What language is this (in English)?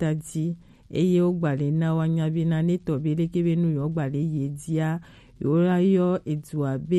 Gen